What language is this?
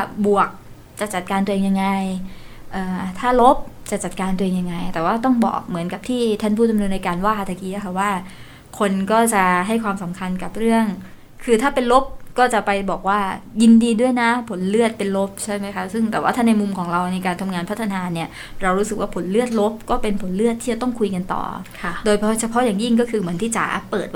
Thai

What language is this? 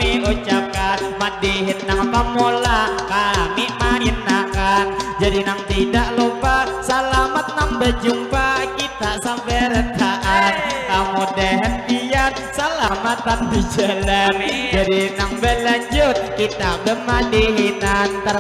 Banjar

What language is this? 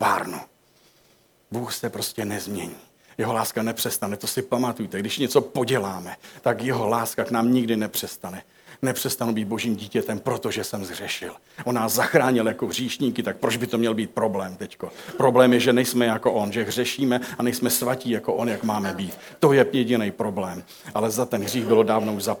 Czech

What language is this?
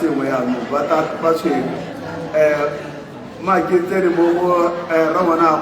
Tswana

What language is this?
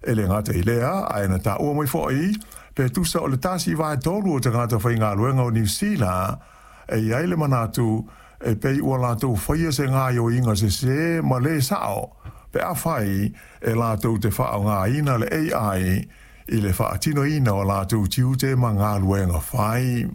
Samoan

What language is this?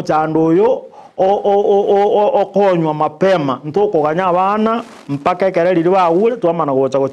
Gusii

